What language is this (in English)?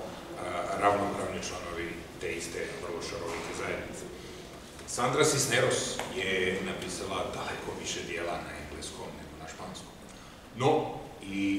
Serbian